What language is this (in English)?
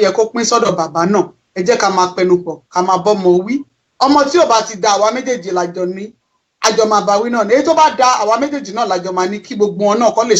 Yoruba